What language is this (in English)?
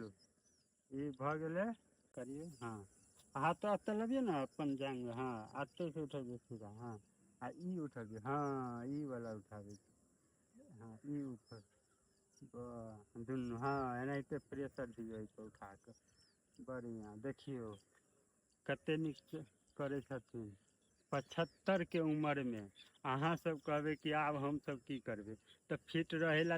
Maithili